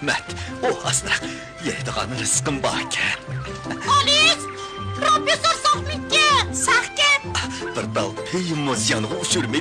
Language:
Uyghur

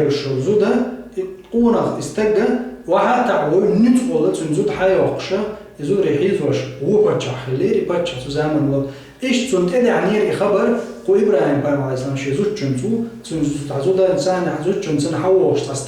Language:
Chechen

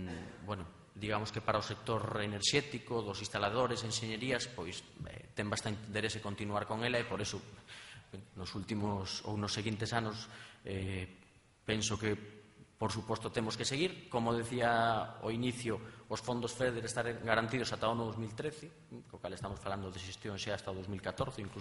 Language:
Galician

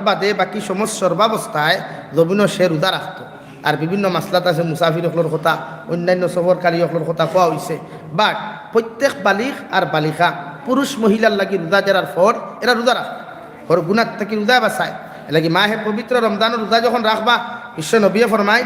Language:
Sylheti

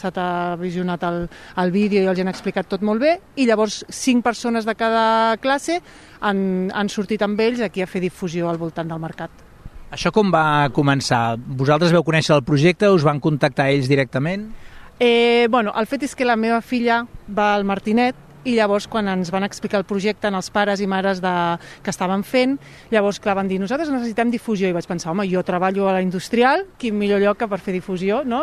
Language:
Catalan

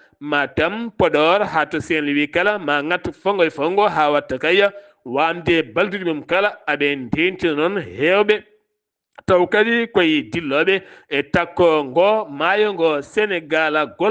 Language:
Fula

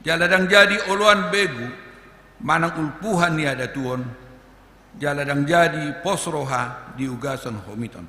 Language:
Batak Toba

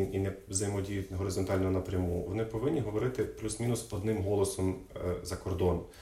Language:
Ukrainian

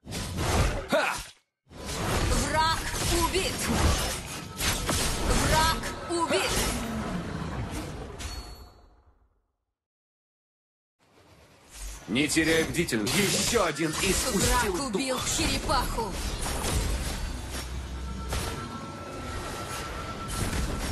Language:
Russian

